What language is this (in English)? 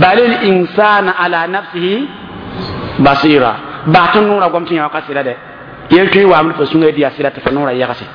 Mossi